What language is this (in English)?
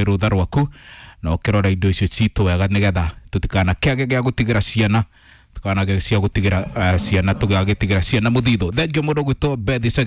Kikuyu